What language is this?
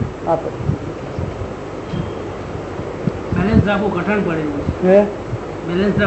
Gujarati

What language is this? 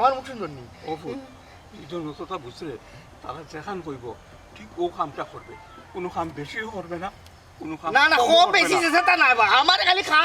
Sylheti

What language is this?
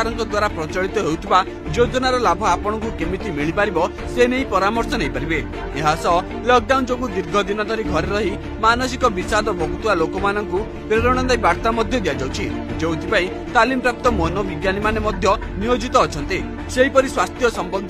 Odia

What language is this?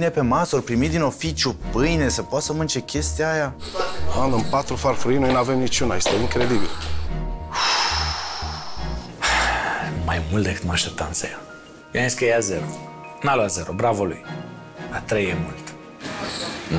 Romanian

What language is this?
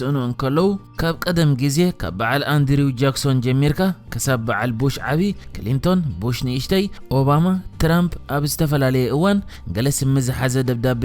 Tigrinya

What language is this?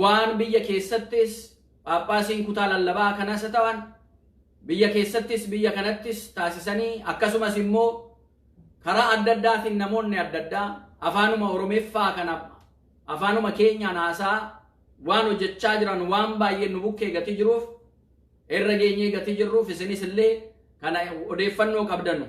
Oromo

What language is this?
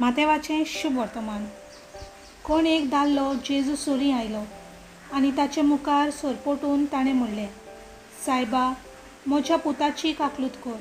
Konkani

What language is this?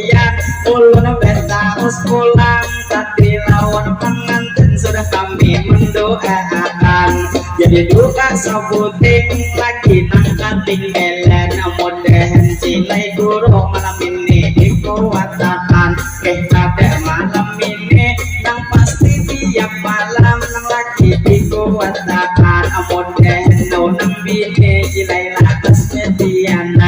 Banjar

